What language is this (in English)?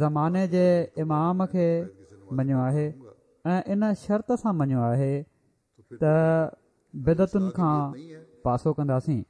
Sindhi